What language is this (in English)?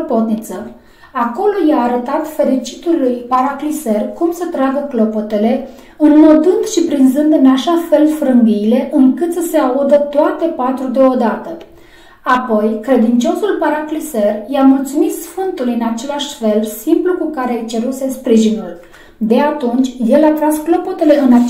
Romanian